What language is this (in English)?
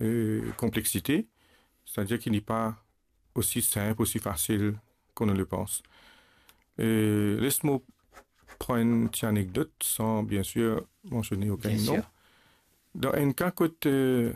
Morisyen